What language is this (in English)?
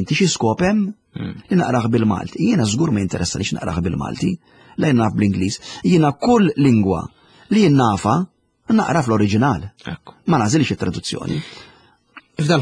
Maltese